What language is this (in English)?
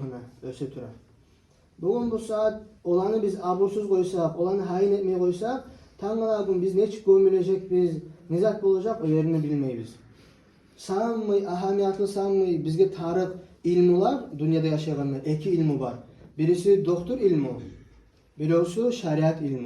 Kumyk